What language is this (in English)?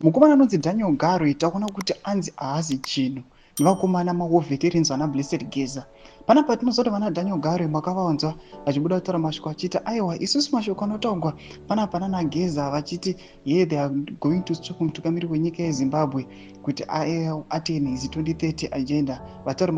Shona